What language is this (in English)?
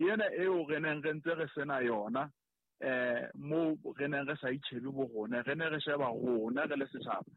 Southern Sotho